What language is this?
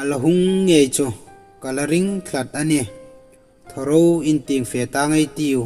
Hmar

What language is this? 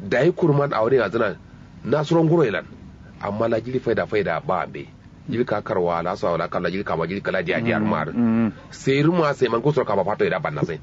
Kanuri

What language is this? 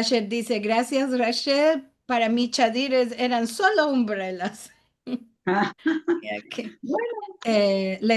Ladino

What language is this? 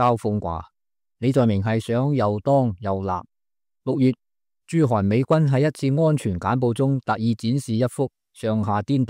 Cantonese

